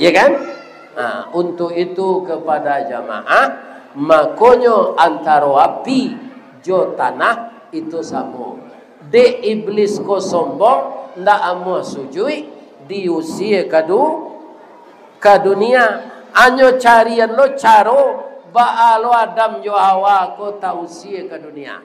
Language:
Minangkabau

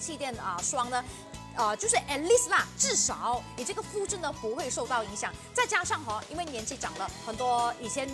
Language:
Chinese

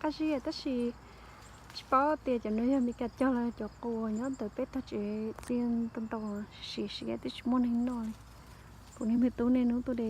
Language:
Hmong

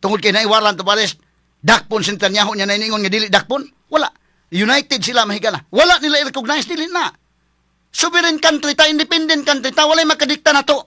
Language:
Cebuano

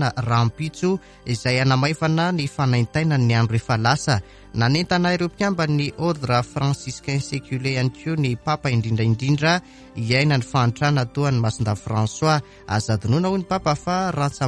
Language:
Malagasy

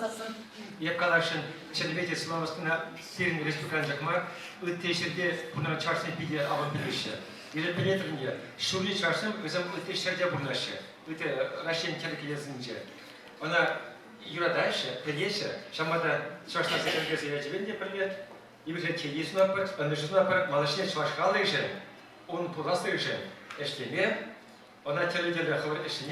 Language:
Chuvash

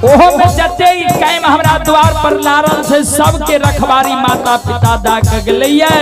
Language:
Maithili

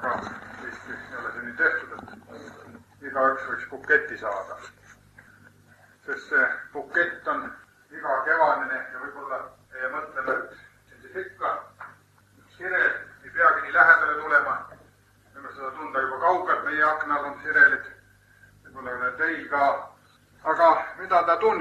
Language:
Estonian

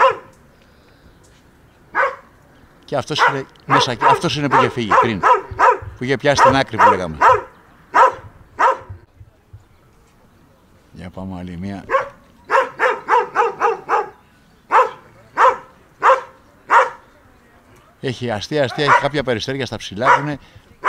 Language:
Greek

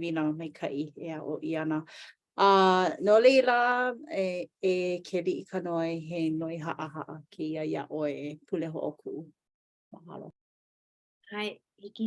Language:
Hawaiian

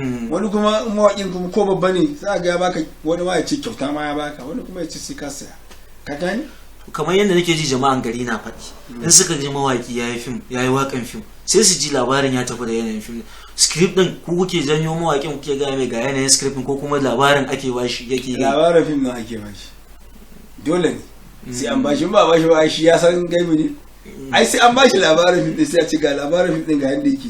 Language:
Hausa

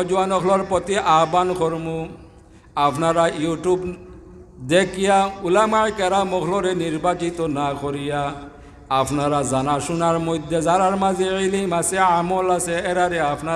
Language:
Sylheti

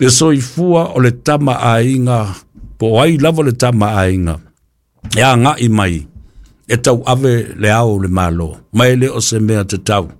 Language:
Samoan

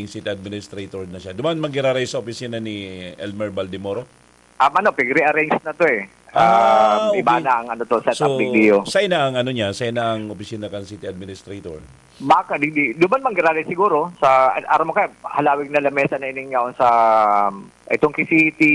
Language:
Bikol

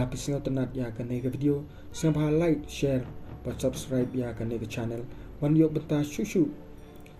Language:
Khasi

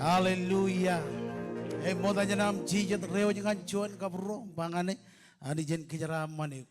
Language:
Marshallese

